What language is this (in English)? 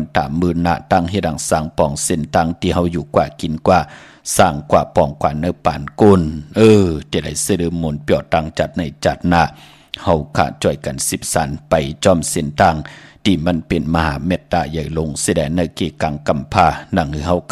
Shan